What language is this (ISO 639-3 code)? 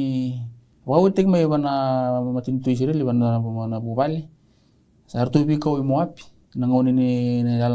fij